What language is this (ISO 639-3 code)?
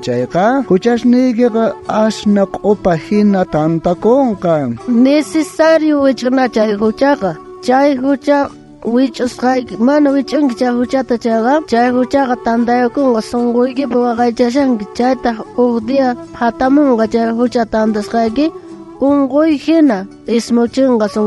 quh